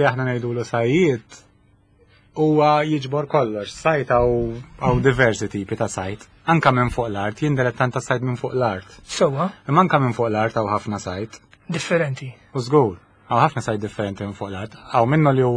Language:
Maltese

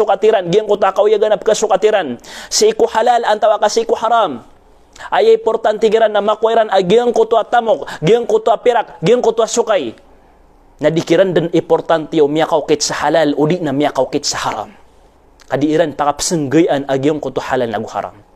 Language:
Maranao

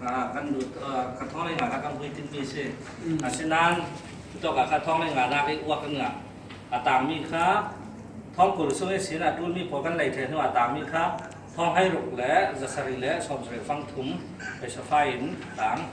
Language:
Falam Chin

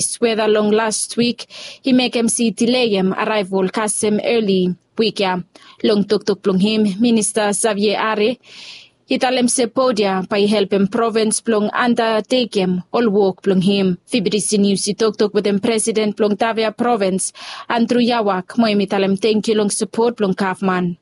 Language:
Bislama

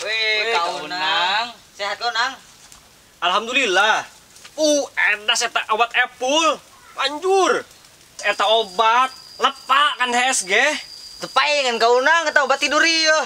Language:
Sundanese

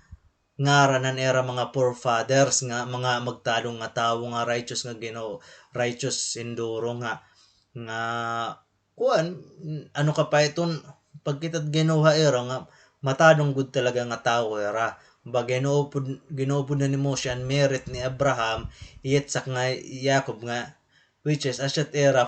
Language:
Waray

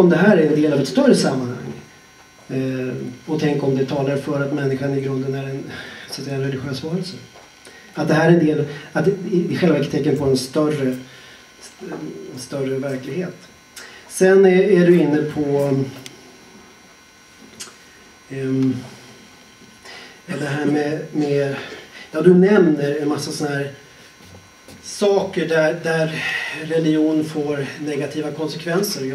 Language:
Swedish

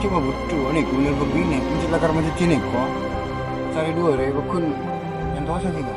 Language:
Madurese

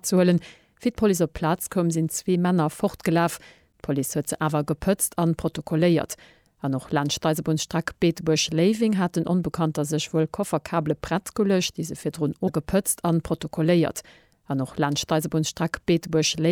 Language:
Luxembourgish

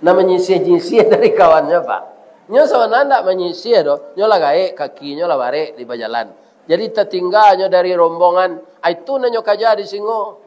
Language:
Minangkabau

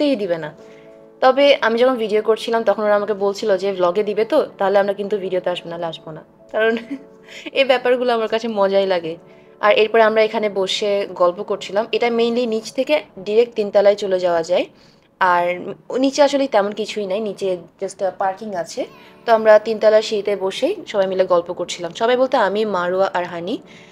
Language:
Bangla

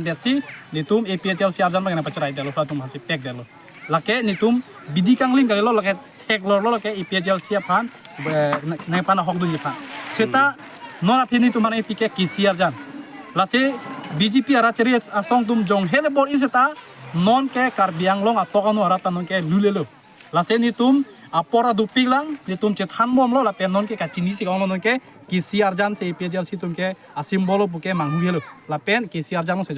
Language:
Karbi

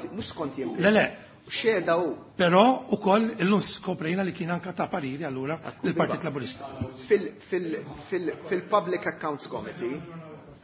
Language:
Maltese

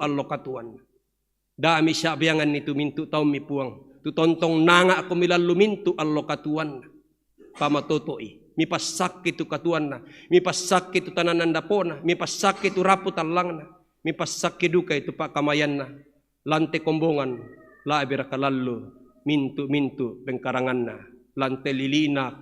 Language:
Toraja-Sa'dan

